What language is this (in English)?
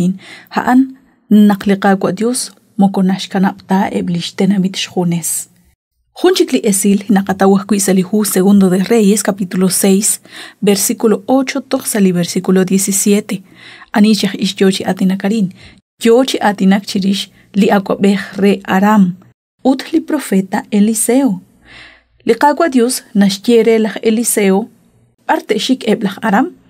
Kekchí